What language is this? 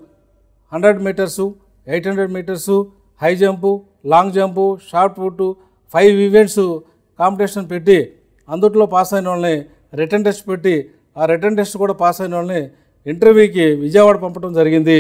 Telugu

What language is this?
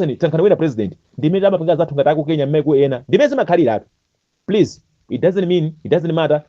Nyanja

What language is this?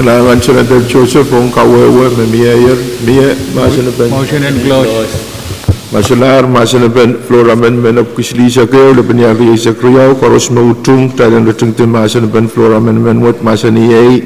Pohnpeian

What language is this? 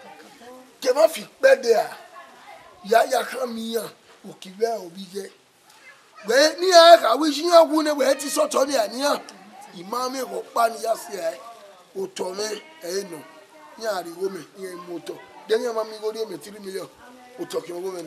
Bini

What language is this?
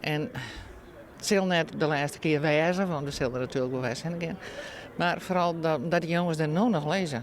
Western Frisian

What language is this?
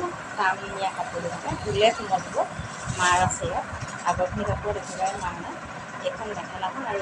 Assamese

